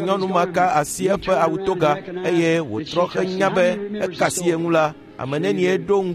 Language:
Ewe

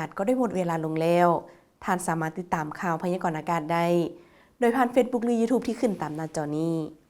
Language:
Lao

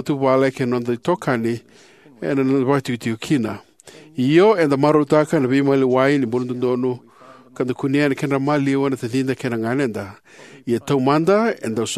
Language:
Fijian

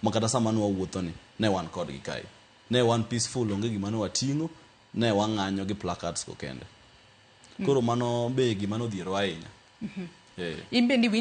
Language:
Luo (Kenya and Tanzania)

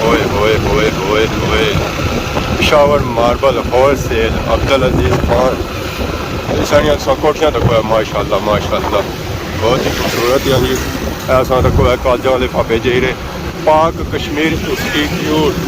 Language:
Pahari-Potwari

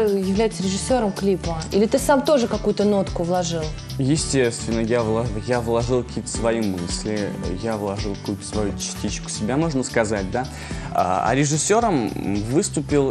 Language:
Russian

